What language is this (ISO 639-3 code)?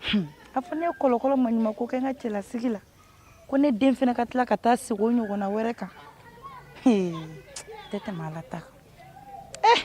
bam